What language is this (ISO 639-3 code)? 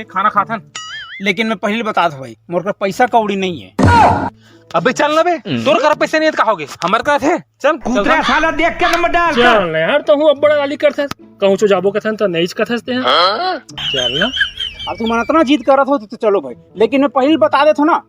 hne